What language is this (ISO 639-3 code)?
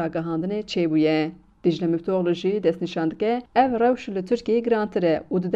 kur